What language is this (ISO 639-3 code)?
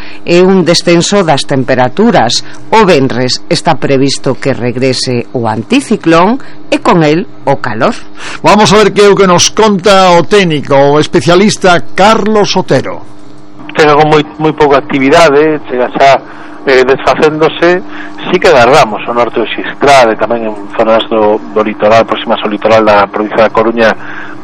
glg